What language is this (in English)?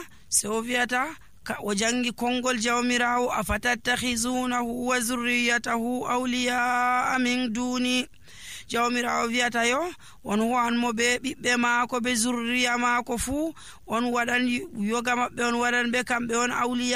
Nigerian Fulfulde